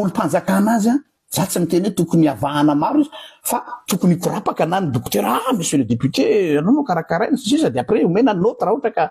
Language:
Malagasy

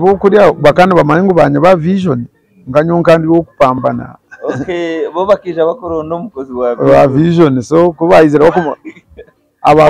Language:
Nyankole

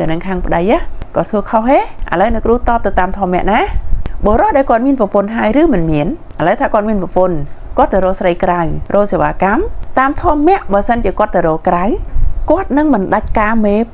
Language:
Khmer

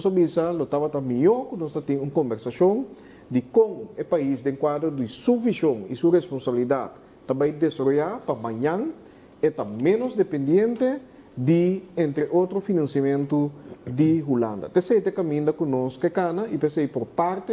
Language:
Papiamento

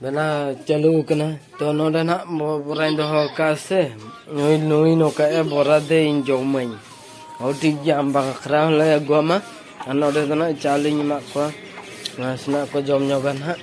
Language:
Santali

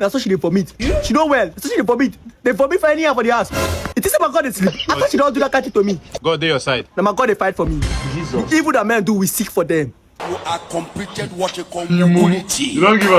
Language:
Nigerian Pidgin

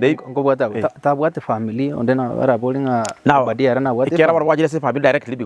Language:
Gusii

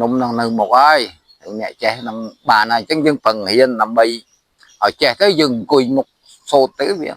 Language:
Khmer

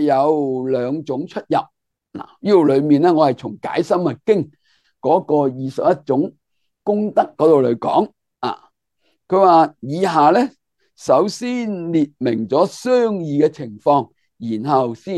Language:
Cantonese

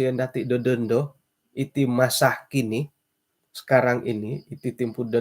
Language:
Central Dusun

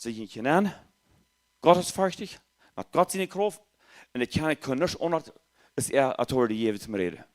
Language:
Plautdietsch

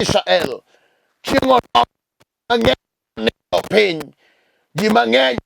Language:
Luo (Kenya and Tanzania)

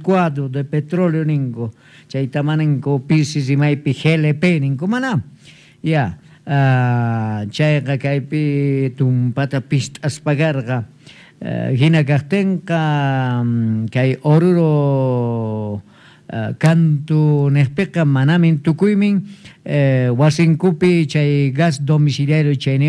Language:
South Bolivian Quechua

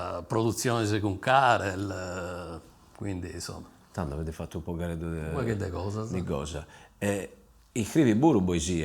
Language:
Sardinian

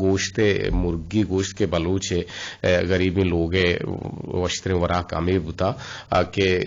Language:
Eastern Balochi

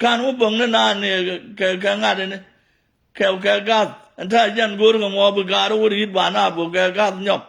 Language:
Nuer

